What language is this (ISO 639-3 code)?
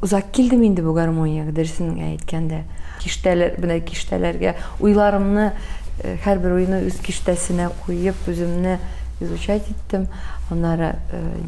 tat